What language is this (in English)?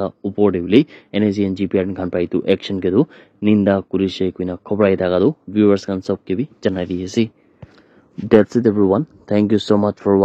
Naga Pidgin